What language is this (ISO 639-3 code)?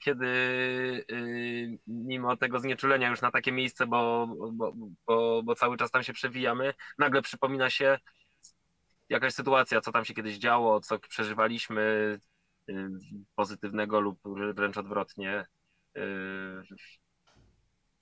pol